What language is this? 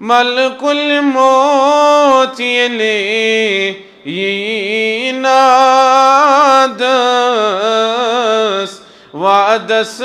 Kashmiri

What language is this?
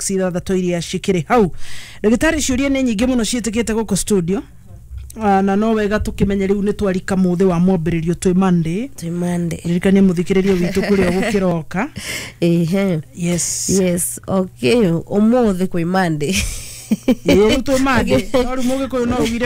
Kikuyu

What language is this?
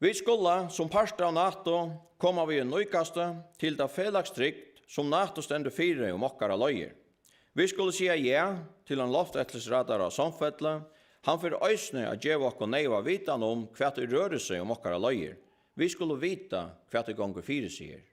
Faroese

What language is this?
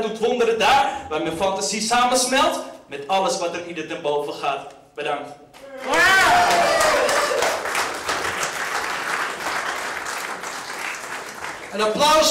Dutch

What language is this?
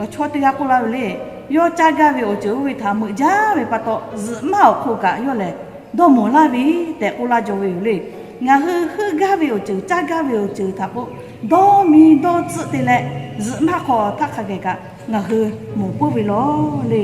Lahu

